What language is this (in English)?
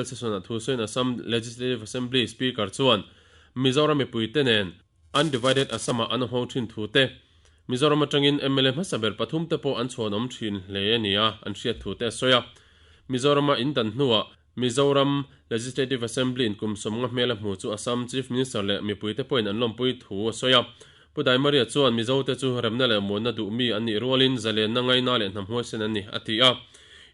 Mizo